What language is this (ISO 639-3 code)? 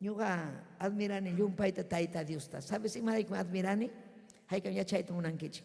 quy